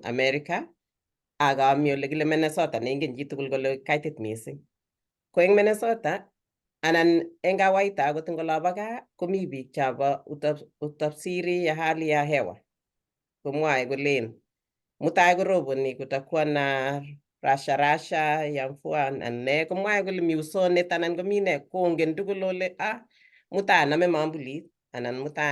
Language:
Kalenjin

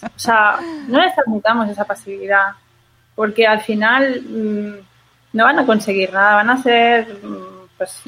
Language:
Spanish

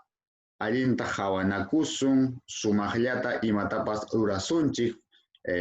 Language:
Ayacucho Quechua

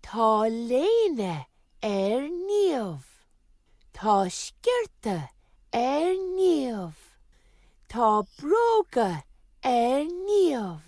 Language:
Irish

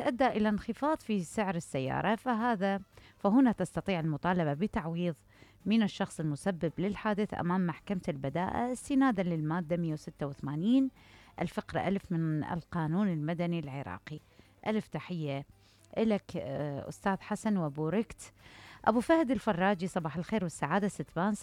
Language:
Mesopotamian Arabic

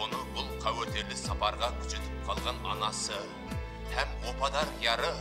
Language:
Kara-Kalpak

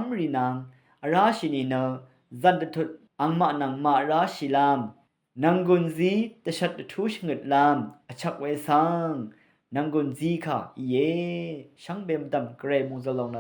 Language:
Rawang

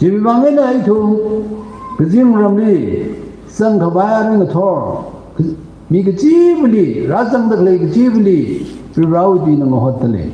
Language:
Tangkhul Naga (India)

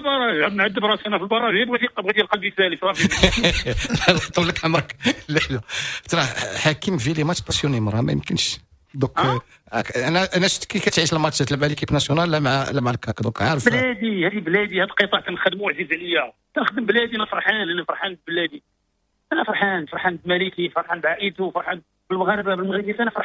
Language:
Moroccan Arabic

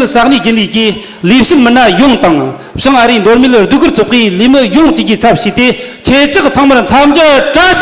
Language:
Tibetan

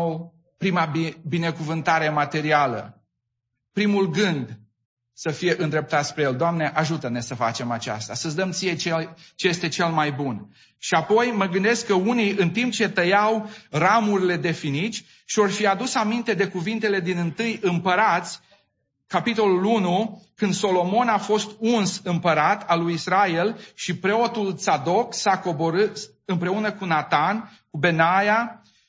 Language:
Romanian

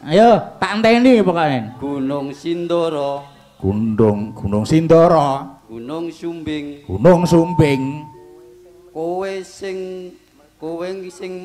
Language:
Javanese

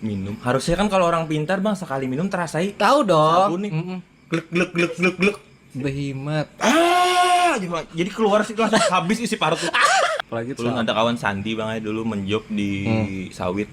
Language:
Banjar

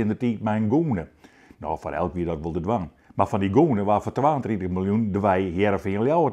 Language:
Western Frisian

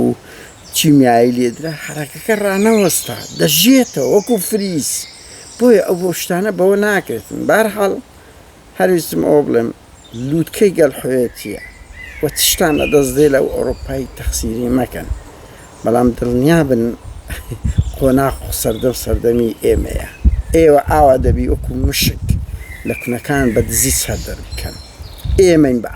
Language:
Central Kurdish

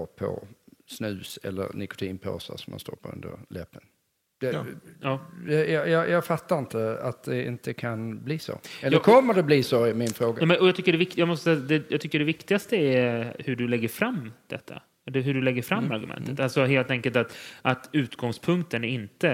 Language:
Swedish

